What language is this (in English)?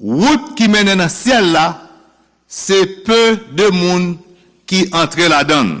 Haitian Creole